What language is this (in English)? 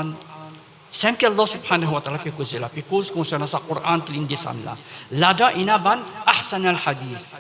Morisyen